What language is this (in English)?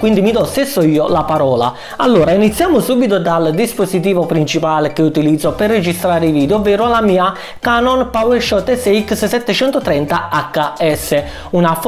Italian